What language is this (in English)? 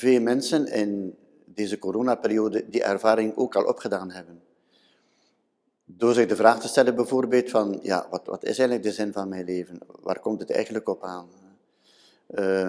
Dutch